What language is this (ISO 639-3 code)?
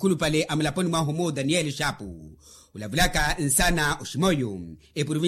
vmw